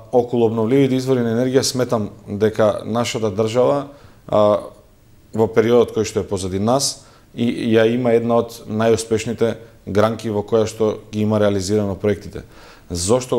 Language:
Macedonian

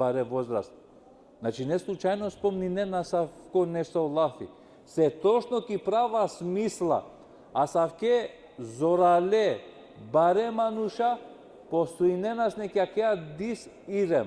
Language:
Balkan Romani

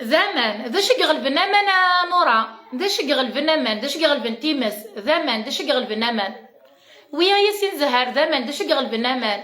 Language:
Kabyle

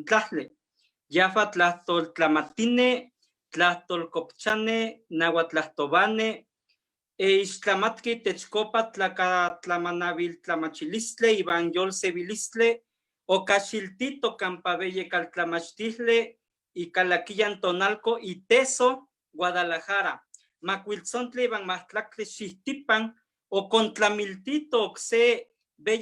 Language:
Eastern Huasteca Nahuatl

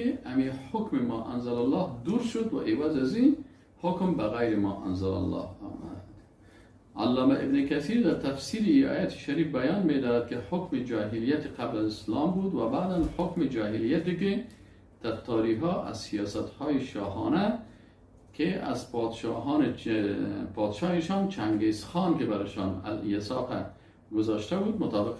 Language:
Persian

